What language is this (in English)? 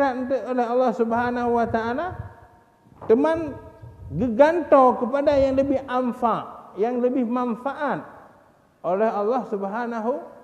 Achinese